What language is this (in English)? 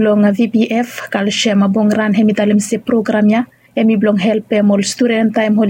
Bislama